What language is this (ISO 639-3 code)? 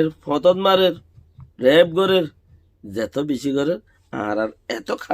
rhg